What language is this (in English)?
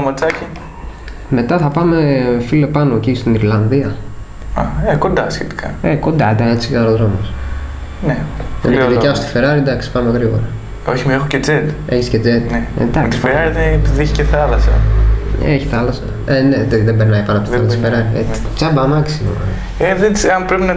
Greek